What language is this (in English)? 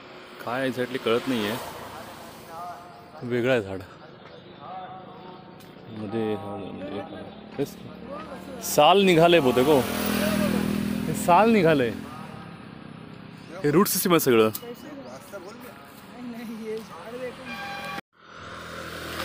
Marathi